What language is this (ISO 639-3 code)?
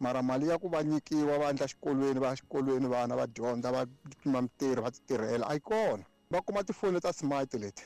tso